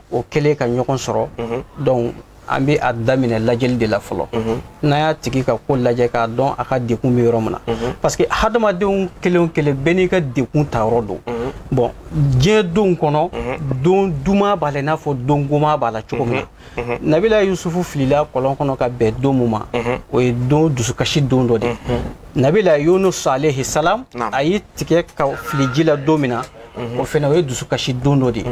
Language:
Bambara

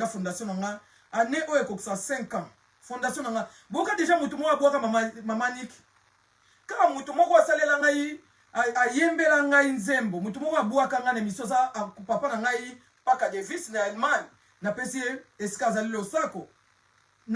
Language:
Lingala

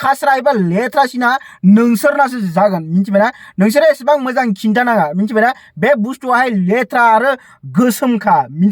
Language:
Bodo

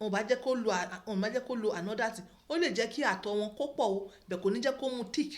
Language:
Yoruba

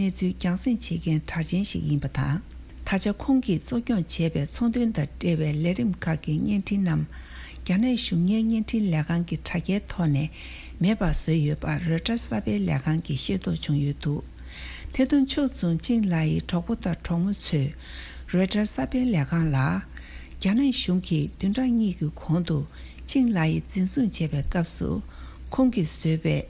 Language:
Tibetan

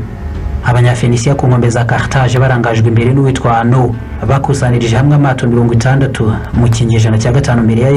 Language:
Kinyarwanda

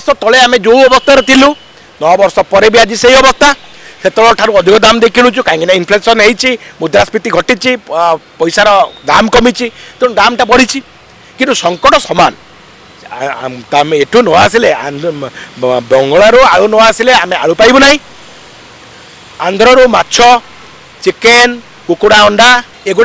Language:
Odia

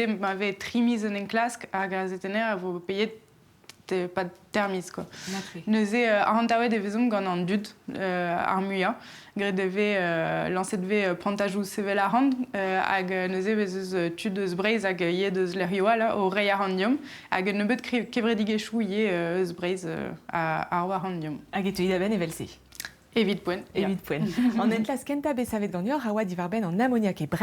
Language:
Breton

